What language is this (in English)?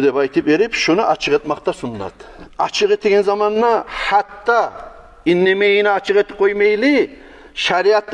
Kumyk